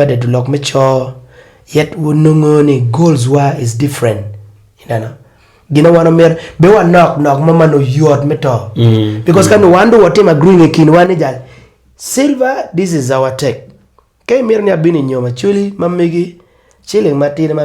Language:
Acoli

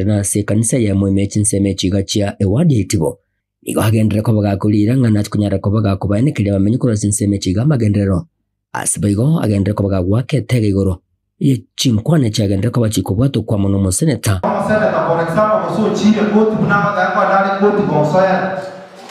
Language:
Gusii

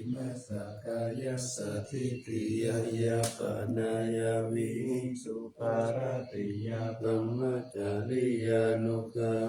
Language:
Pali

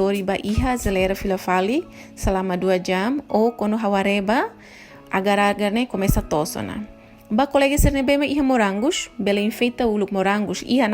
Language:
Tetum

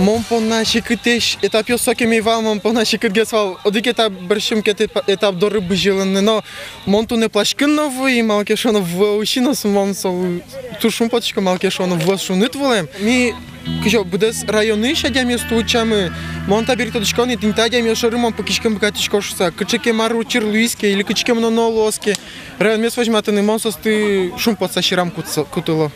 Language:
Udmurt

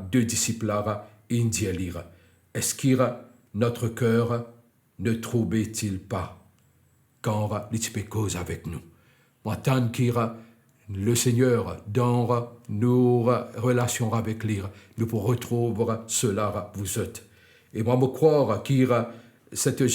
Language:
Morisyen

